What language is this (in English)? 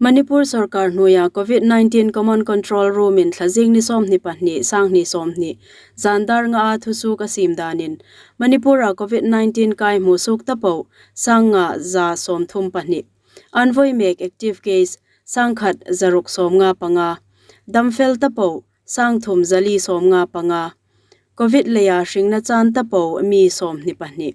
Hmar